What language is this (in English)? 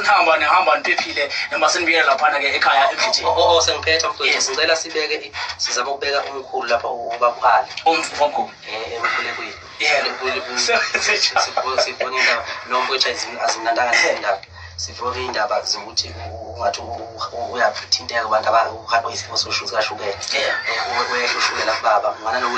Zulu